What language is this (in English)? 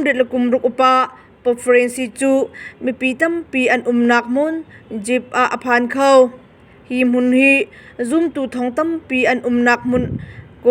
Hakha Chin